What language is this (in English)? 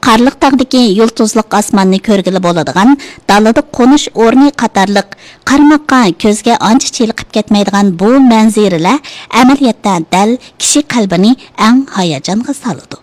Uyghur